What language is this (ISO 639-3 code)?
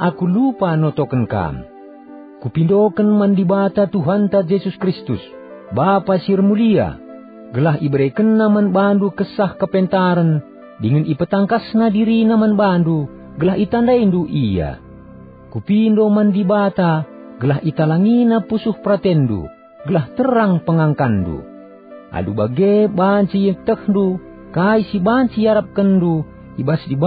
btx